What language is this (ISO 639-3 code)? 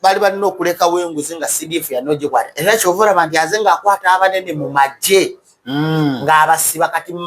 lug